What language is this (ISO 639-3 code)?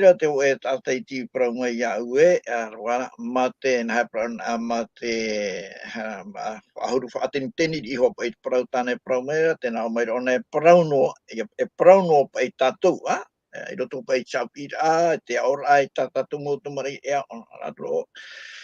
tah